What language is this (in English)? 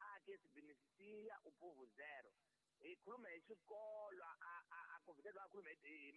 Tsonga